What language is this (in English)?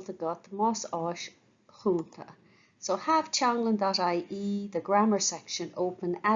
Irish